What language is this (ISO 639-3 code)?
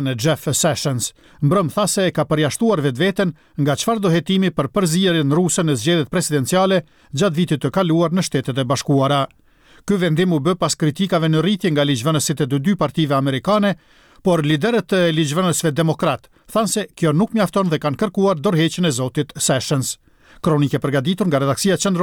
sqi